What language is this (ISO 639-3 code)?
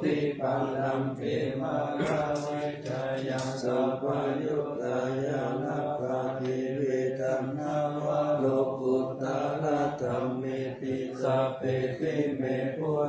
pli